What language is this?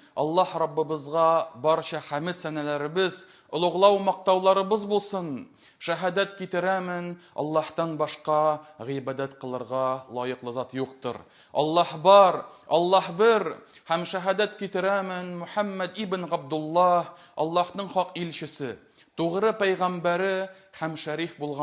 Tatar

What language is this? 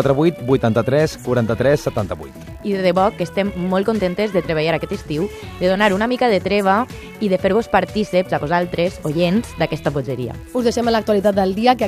Catalan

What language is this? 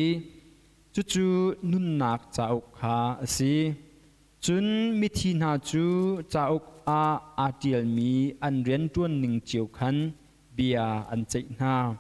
Hakha Chin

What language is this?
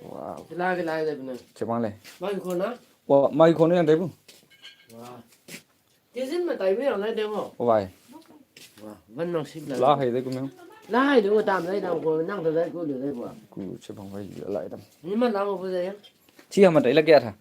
Naga Pidgin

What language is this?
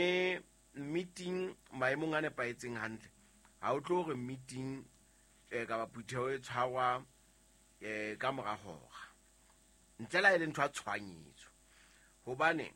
Southern Sotho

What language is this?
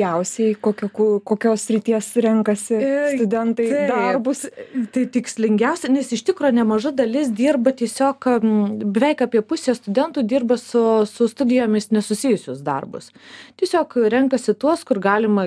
Lithuanian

